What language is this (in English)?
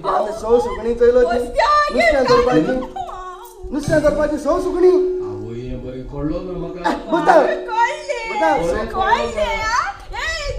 Konkani